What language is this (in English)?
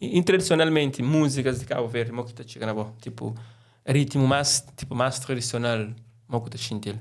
Kabuverdianu